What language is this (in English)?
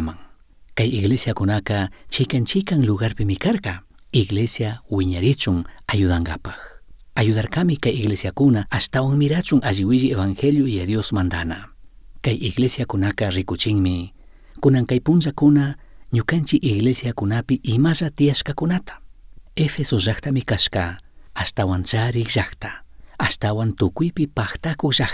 Chimborazo Highland Quichua